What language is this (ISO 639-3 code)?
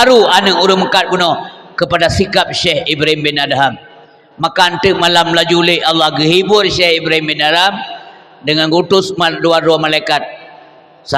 ace